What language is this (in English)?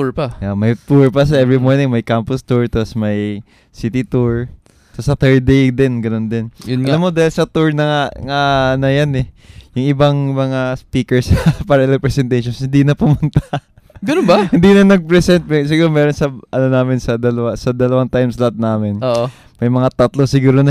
Filipino